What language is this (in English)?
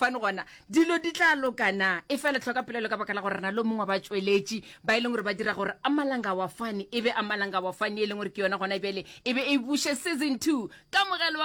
Northern Sotho